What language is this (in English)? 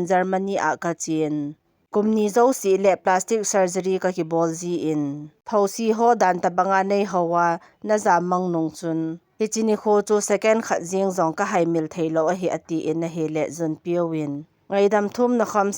Thado Chin